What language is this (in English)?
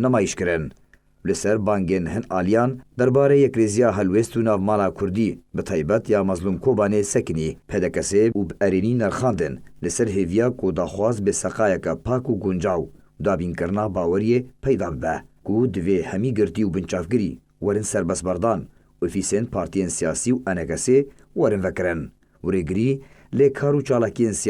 Kurdish